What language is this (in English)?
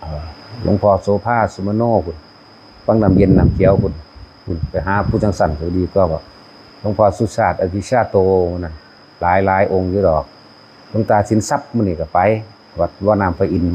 Northeastern Thai